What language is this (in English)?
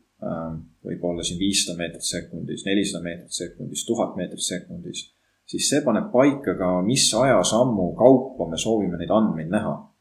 Estonian